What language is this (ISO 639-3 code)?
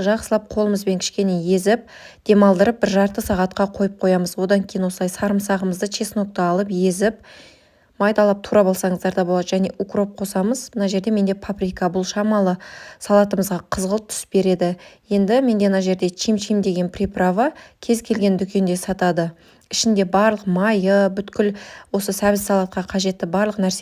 kaz